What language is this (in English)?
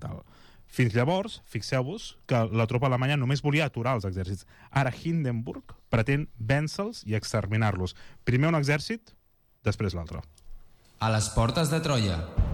Catalan